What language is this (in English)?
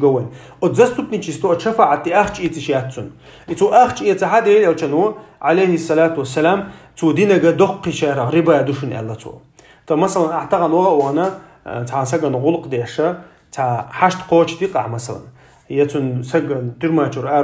Chechen